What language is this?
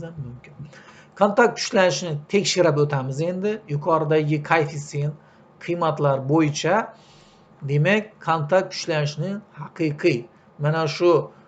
Uzbek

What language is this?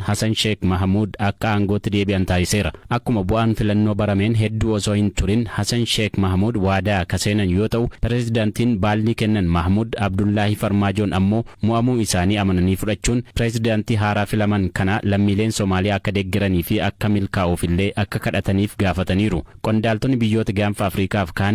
Oromo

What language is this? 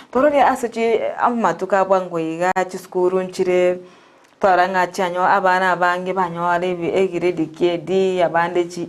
Gusii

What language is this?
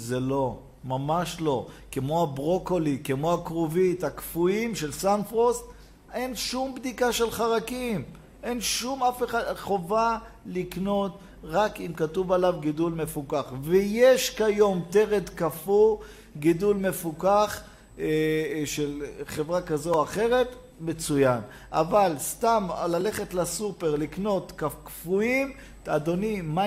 Hebrew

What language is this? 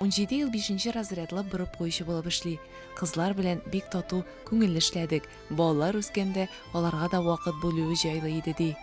Tatar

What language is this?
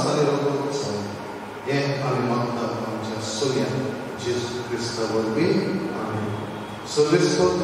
Konkani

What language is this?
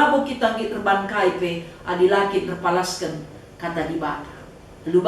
Batak Karo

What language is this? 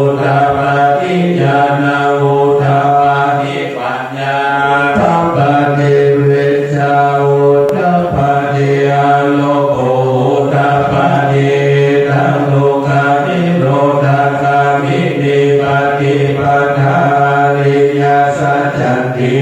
Pali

